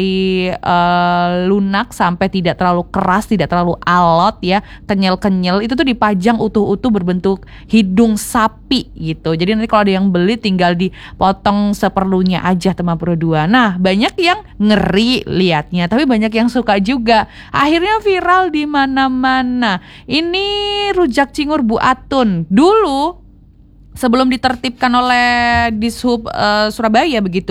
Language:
Indonesian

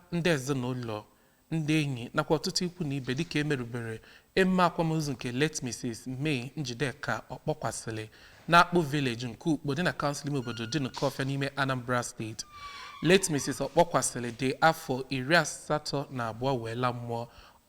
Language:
Igbo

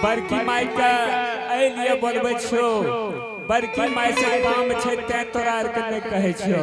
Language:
Angika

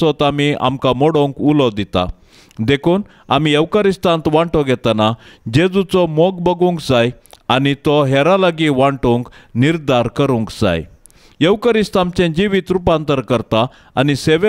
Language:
Konkani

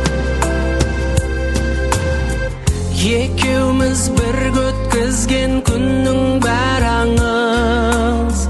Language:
Kazakh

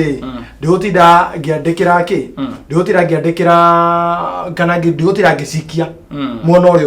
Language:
Kikuyu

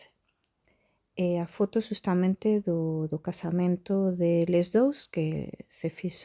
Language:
Galician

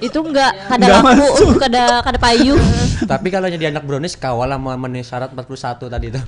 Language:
Banjar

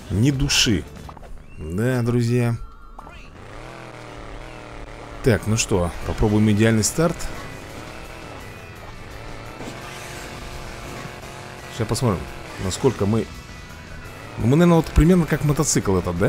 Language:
Russian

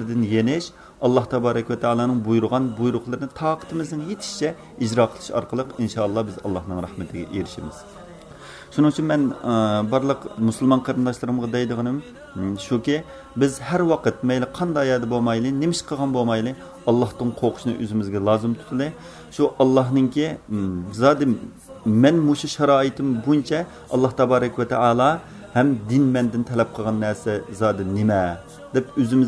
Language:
Uyghur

